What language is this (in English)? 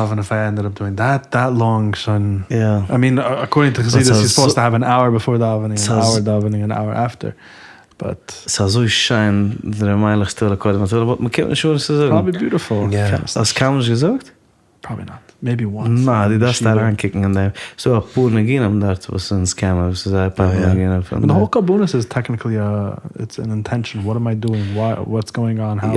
Yiddish